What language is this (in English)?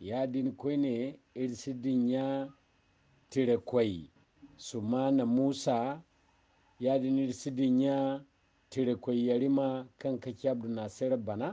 Zarma